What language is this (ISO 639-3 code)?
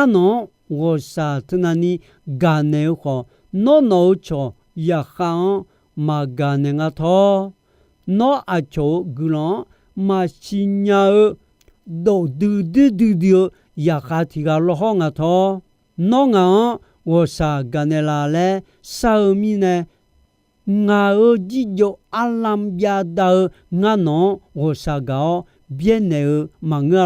ahk